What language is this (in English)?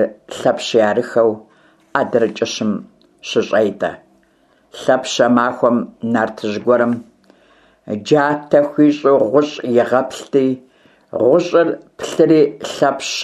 Kabardian